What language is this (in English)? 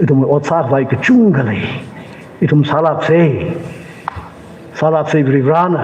Tangkhul Naga (India)